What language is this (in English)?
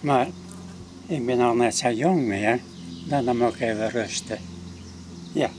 Western Frisian